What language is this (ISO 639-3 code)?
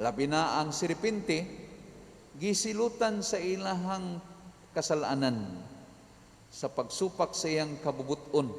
ceb